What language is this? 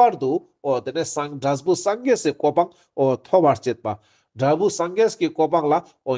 Ladakhi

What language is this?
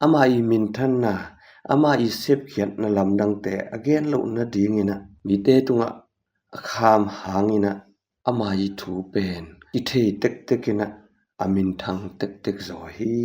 Tedim Chin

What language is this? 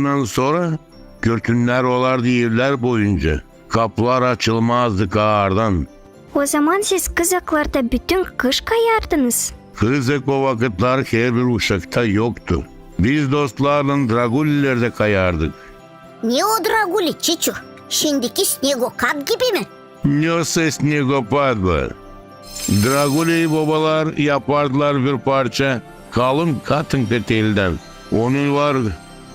Gagauz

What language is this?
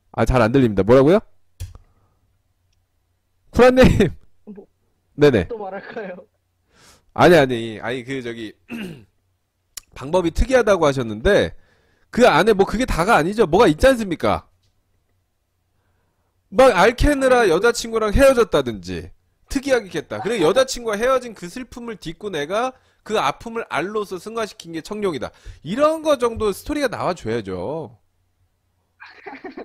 Korean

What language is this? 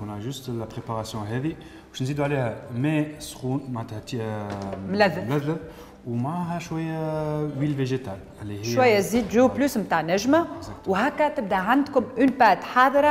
Tunisian Arabic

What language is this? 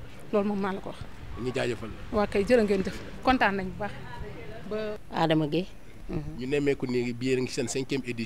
Wolof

